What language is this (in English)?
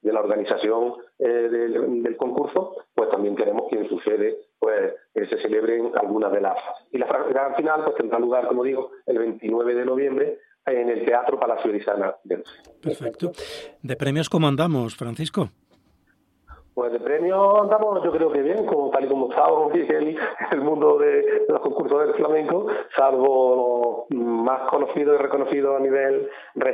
Spanish